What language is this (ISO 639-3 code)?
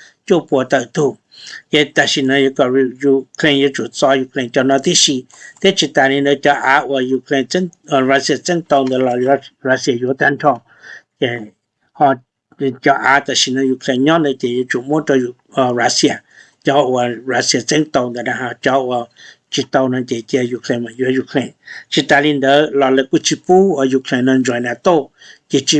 hmn